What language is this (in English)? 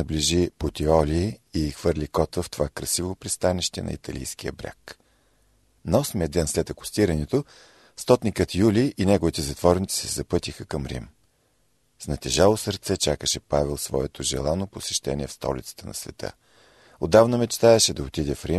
Bulgarian